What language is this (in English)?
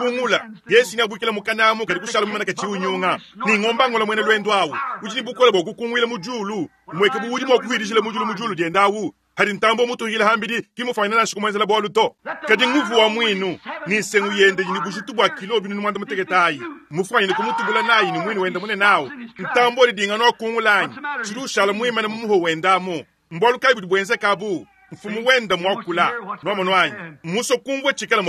Luba-Lulua